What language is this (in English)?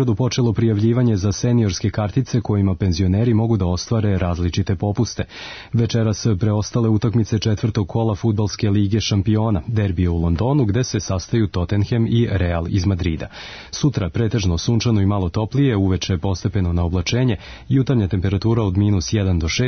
Serbian